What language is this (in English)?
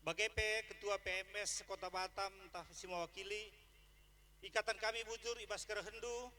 Batak Karo